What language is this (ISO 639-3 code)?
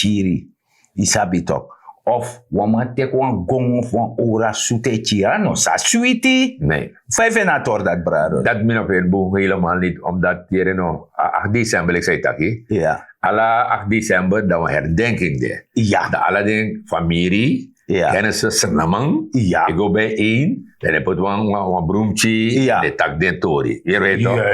srn